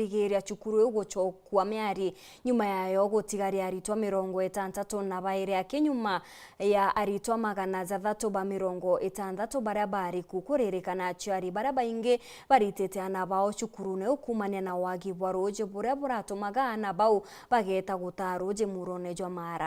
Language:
Meru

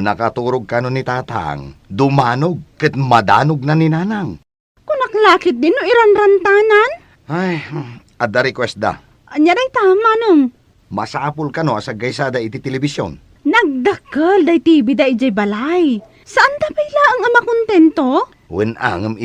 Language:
Iloko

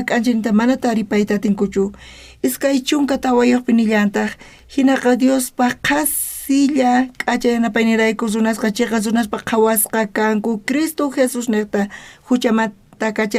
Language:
South Bolivian Quechua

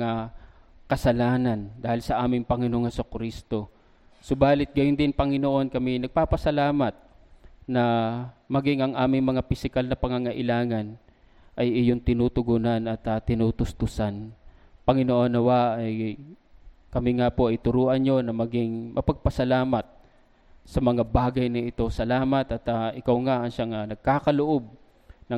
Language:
Filipino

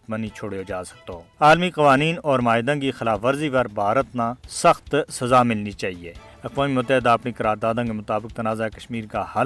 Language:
Gujari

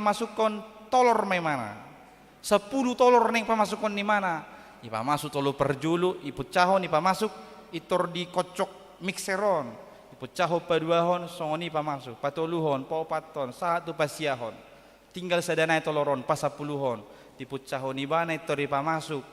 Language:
Batak Toba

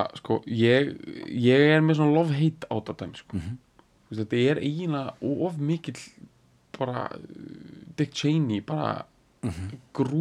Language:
Icelandic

